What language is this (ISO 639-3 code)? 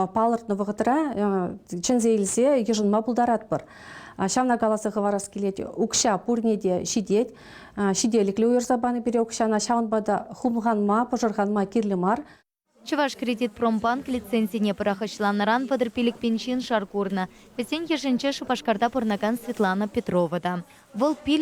chv